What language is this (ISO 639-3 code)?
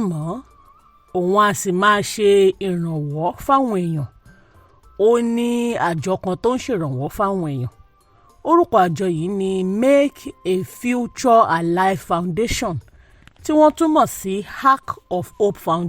yor